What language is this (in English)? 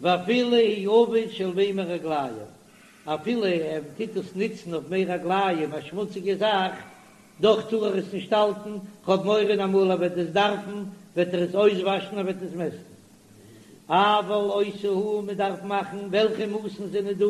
Yiddish